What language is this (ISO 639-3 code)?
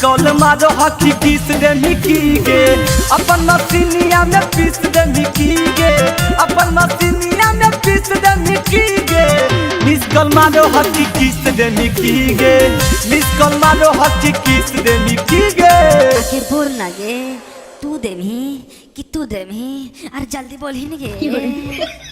mag